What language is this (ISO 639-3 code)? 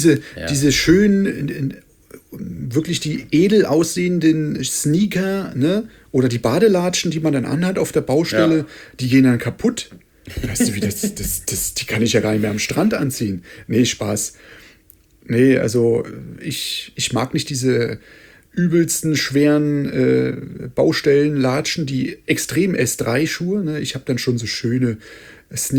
deu